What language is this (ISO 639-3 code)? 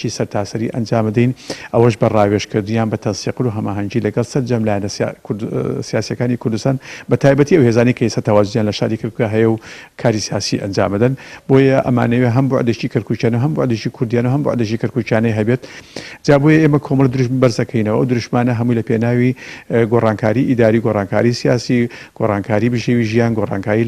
ckb